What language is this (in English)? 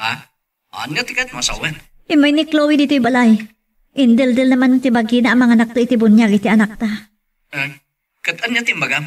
Iloko